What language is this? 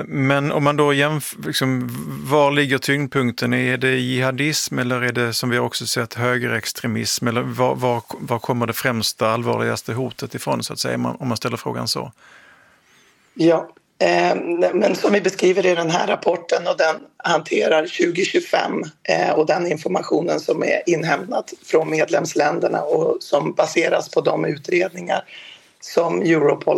Swedish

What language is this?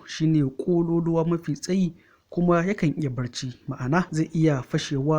Hausa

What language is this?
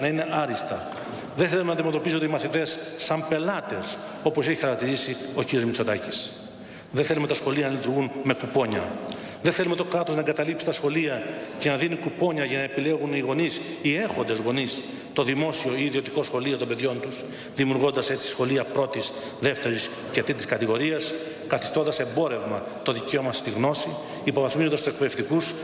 Greek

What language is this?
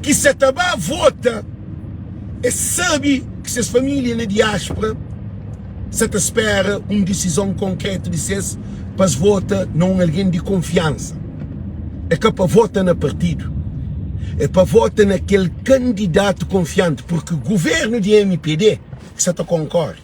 Kabuverdianu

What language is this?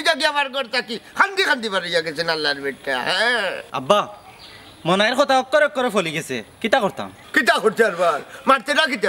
Sylheti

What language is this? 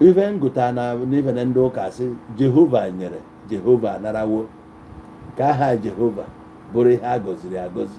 Igbo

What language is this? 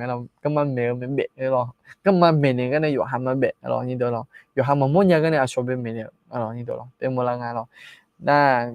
Akha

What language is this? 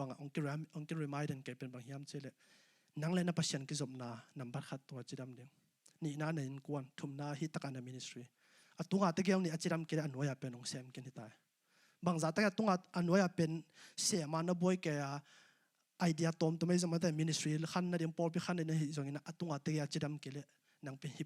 Tedim Chin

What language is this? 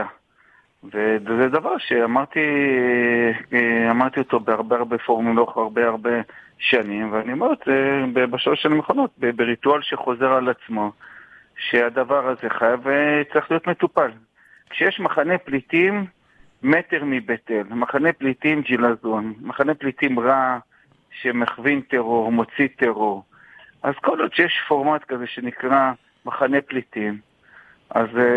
Hebrew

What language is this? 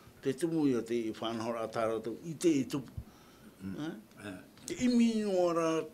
Tahitian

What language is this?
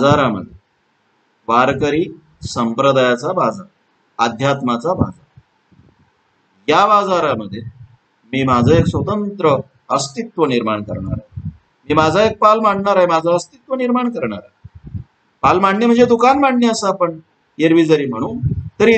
Marathi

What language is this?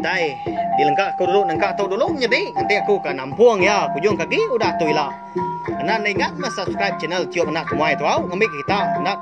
Iban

